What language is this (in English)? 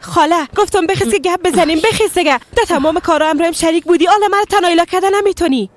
Persian